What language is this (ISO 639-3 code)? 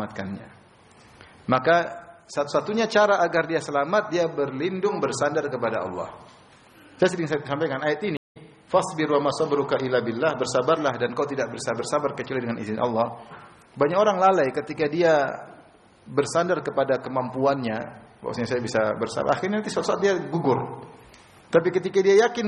ind